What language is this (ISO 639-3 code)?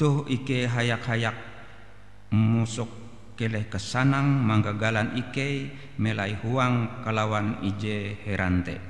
nij